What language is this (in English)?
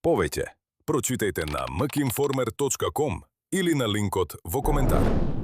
Macedonian